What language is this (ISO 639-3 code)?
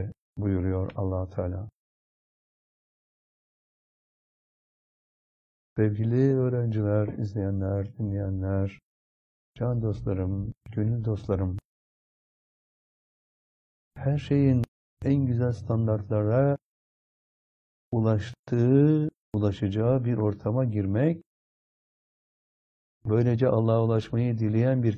tur